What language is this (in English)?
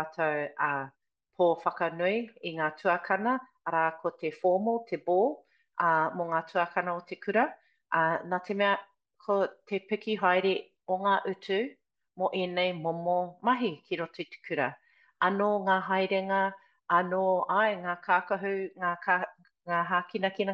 Māori